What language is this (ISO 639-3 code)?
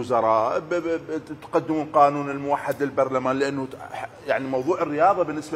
acm